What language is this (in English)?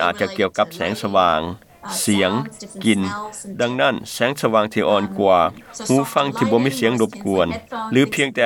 Lao